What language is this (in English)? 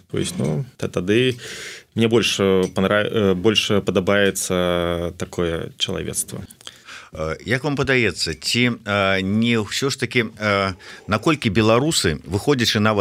Belarusian